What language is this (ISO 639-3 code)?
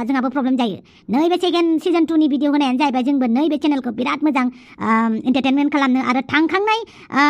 brx